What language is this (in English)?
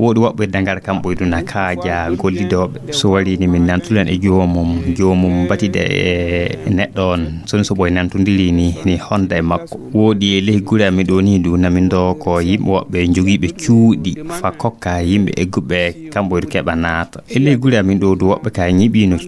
Fula